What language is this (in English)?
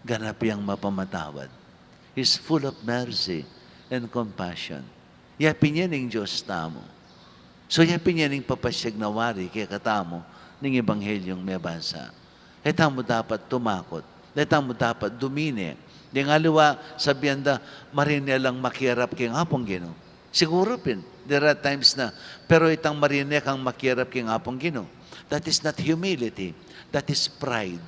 Pampanga